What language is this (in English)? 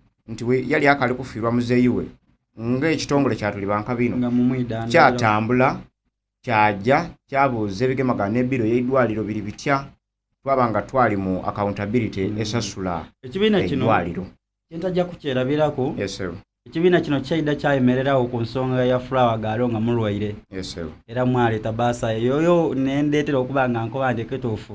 Soga